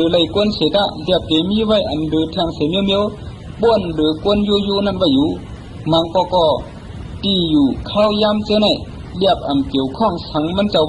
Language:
Shan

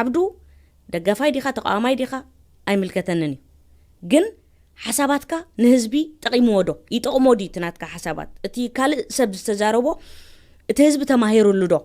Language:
Tigrinya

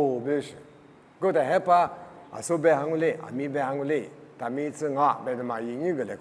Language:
Lisu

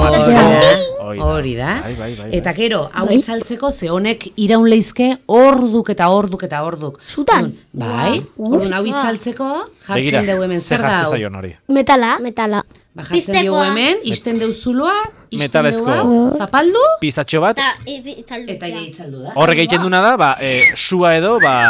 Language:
Basque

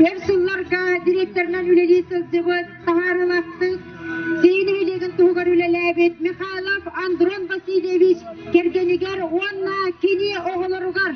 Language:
Yakut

